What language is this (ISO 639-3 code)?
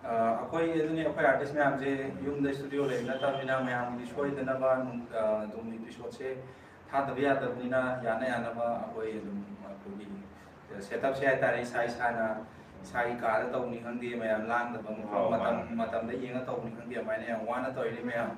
mni